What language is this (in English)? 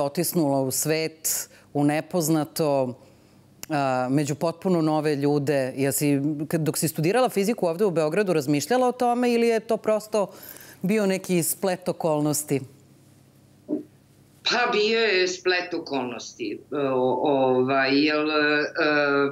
Serbian